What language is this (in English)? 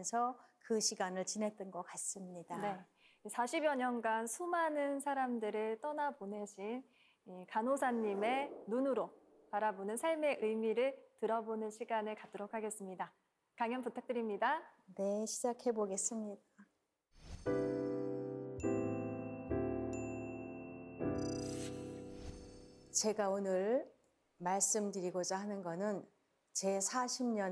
Korean